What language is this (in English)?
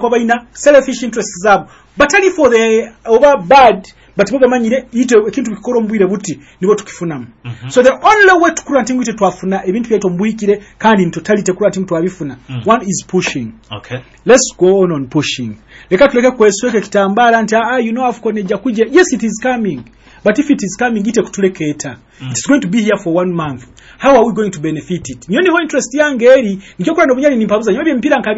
Nyoro